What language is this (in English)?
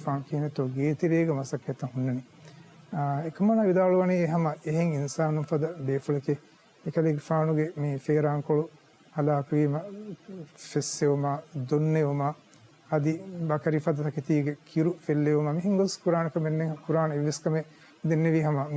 Divehi